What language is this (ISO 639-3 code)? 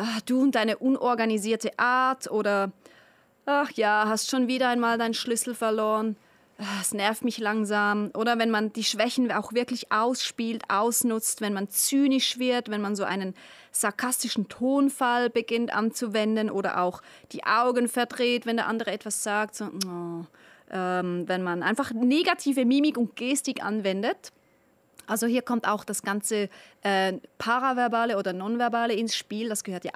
gsw